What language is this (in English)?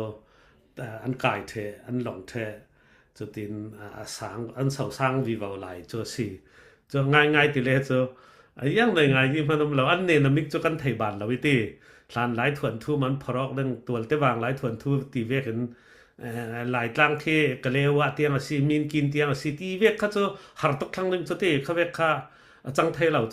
Falam Chin